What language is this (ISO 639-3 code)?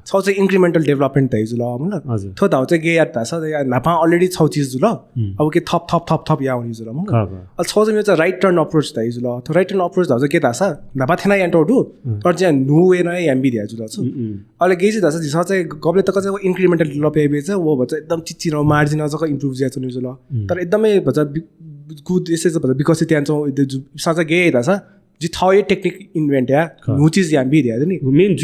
new